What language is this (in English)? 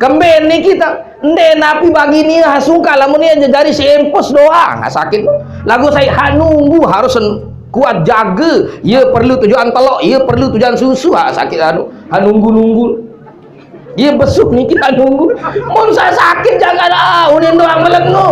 Sasak